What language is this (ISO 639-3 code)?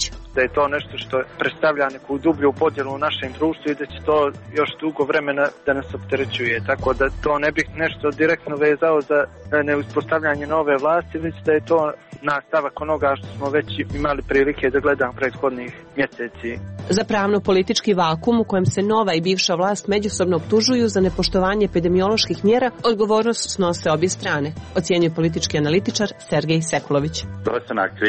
hrv